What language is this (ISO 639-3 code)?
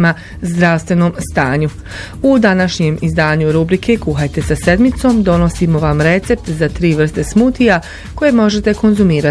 bos